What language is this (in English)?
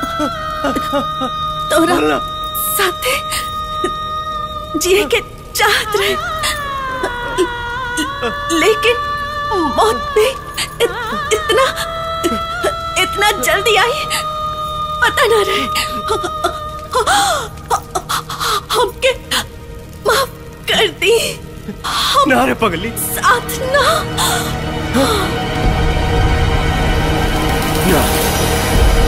Bhojpuri